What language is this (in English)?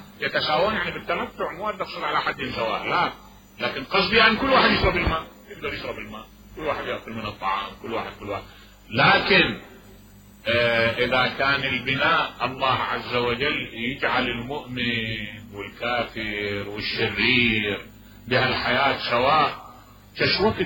Mesopotamian Arabic